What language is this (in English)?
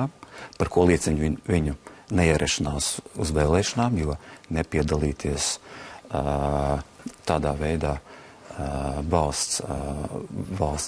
Latvian